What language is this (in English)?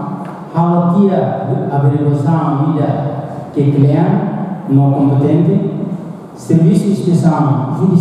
Tetum